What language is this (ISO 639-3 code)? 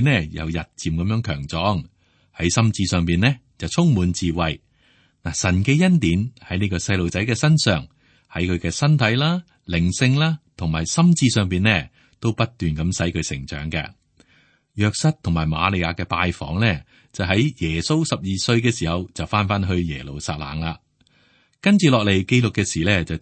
yue